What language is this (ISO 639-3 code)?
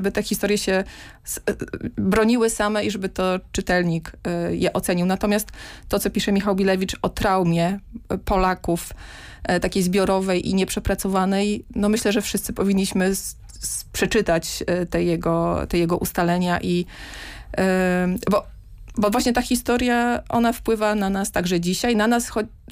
pol